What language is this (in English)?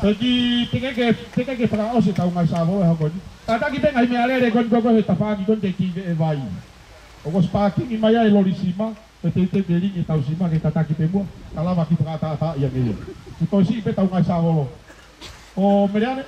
Tongan